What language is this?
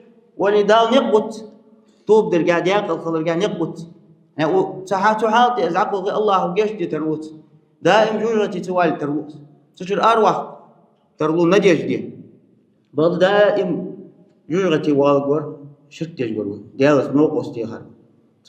Ingush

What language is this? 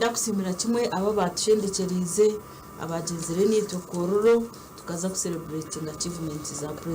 Nyankole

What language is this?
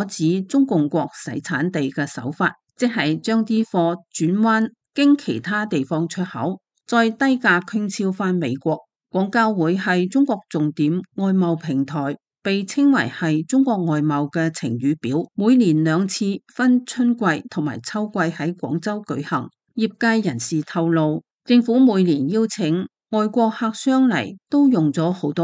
Cantonese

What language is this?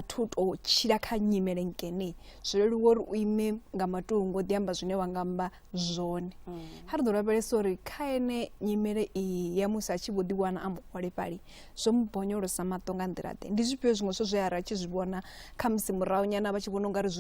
Venda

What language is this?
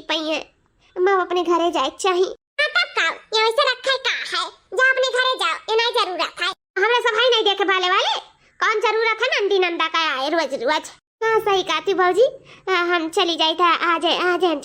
Awadhi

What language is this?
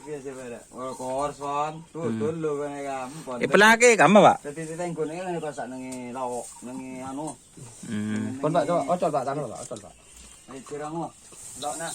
Madurese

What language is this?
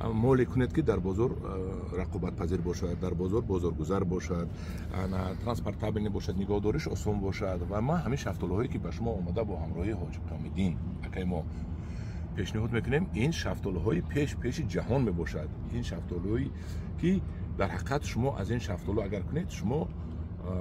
Tajik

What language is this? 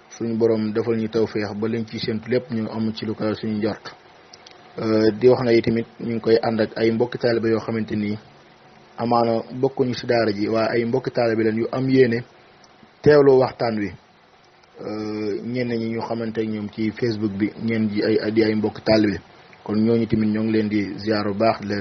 Wolof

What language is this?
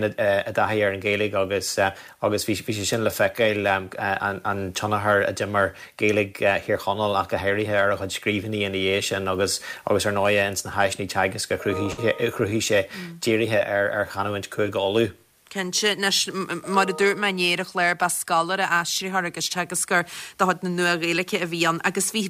Irish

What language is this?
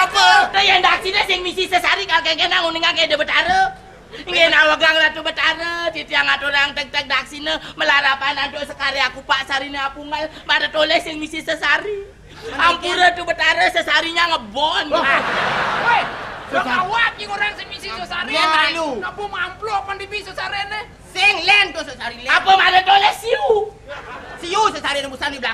Balinese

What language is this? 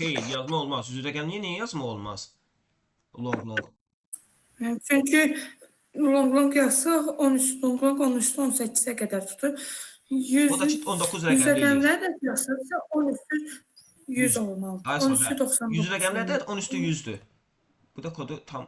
Azerbaijani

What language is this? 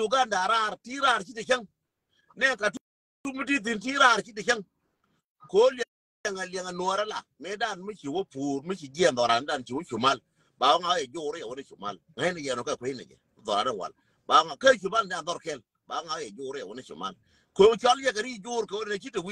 Nuer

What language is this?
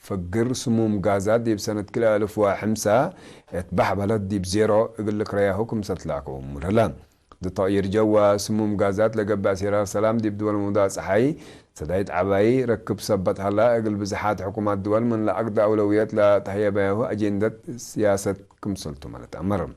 Tigre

